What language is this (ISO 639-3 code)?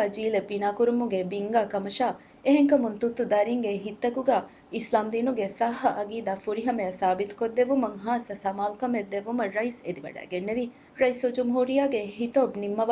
div